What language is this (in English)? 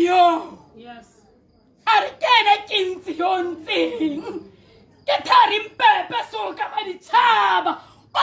Tswana